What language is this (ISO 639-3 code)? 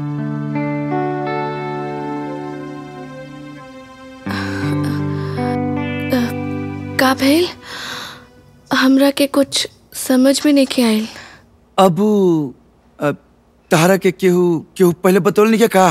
bho